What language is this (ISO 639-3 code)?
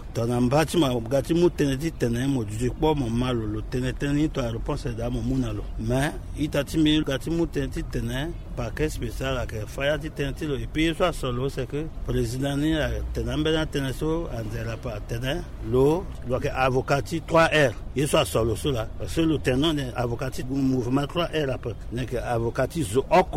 sag